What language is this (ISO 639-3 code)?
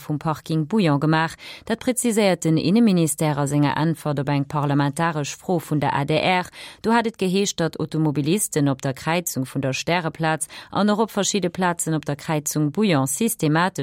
ltz